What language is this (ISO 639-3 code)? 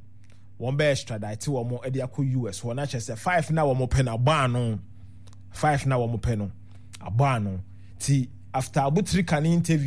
aka